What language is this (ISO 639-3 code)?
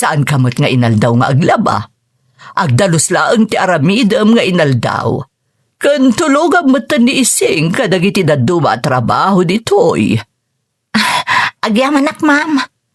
ilo